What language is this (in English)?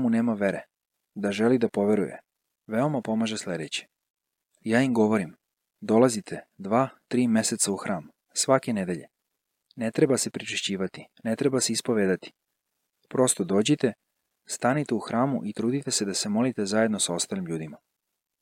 Serbian